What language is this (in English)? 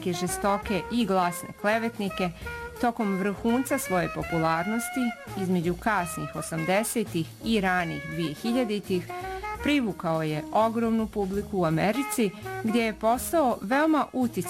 Bosnian